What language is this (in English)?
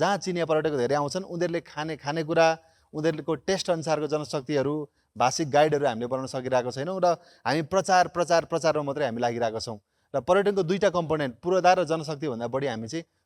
Nepali